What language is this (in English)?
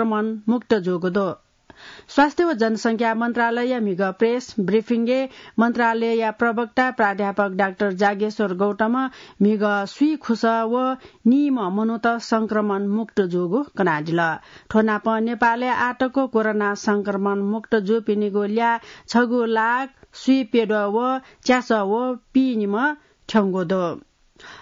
Newari